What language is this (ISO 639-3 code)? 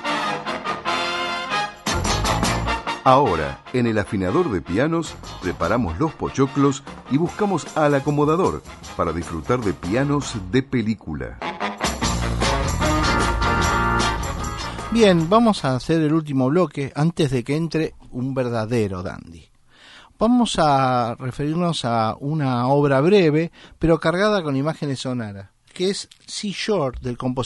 spa